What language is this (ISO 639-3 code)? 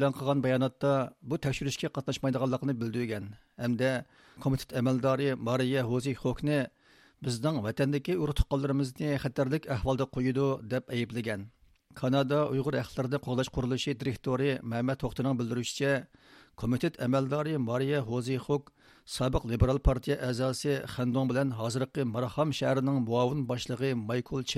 uig